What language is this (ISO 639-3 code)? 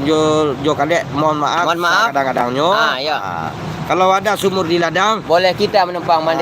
min